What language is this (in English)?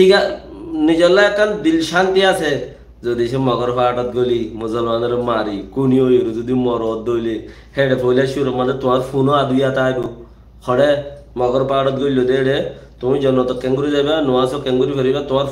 Rohingya